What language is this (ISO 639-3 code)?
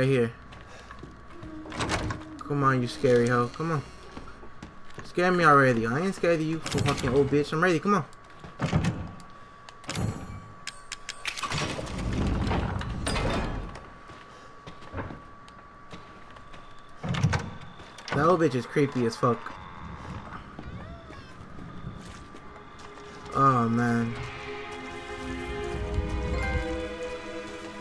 eng